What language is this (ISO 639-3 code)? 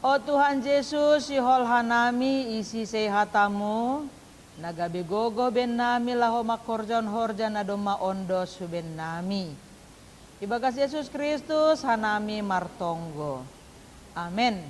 bts